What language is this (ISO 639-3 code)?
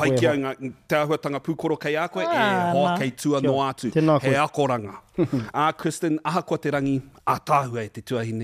mri